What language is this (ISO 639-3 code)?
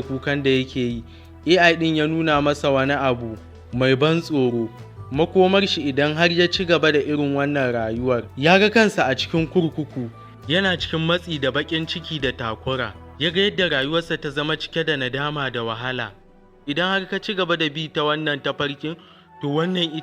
hau